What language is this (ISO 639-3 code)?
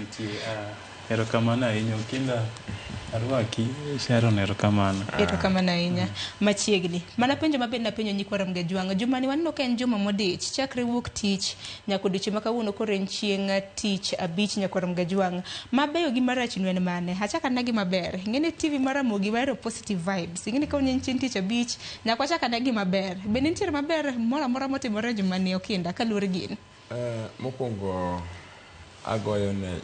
luo